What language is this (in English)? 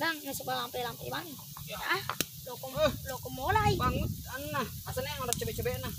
Buginese